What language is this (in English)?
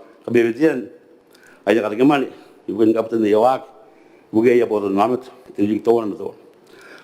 Gilbertese